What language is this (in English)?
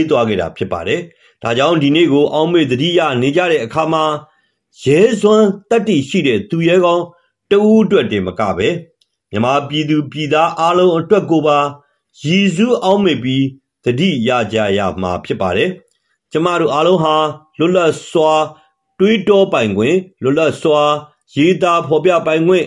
Burmese